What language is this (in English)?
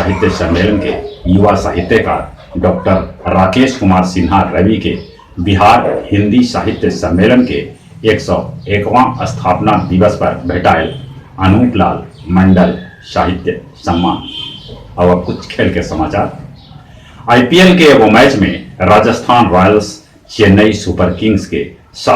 Magahi